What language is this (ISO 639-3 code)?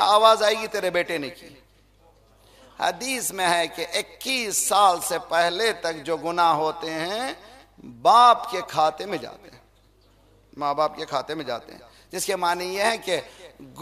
urd